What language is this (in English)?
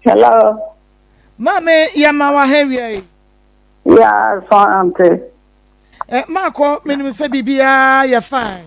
Akan